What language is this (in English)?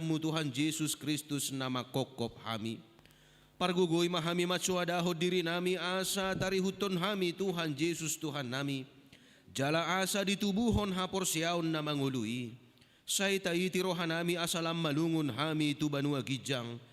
Batak Toba